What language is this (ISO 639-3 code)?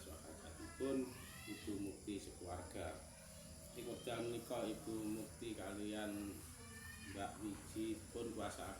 jav